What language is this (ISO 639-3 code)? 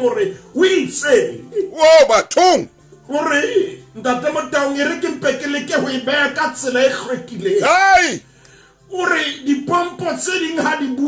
sot